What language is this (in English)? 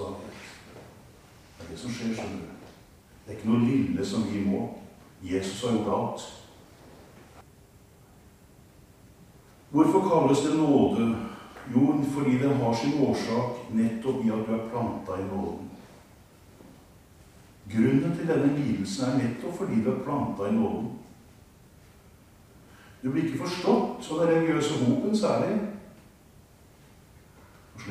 Norwegian